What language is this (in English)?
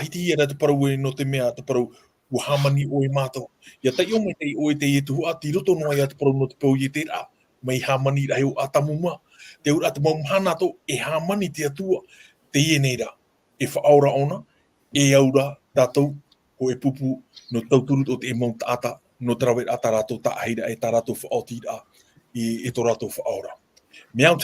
Tahitian